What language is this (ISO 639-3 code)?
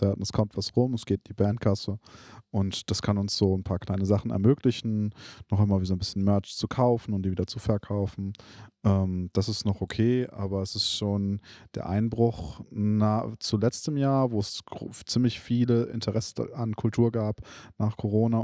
deu